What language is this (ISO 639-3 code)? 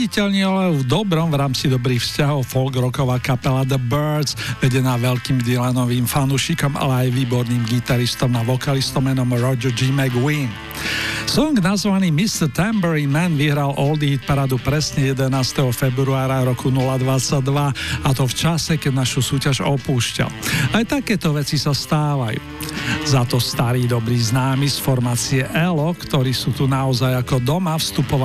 slk